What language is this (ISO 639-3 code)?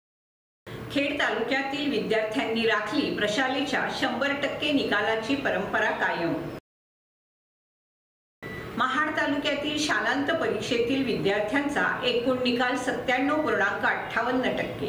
mar